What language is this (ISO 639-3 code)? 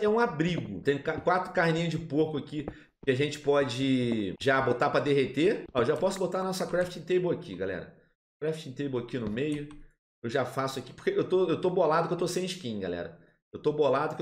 por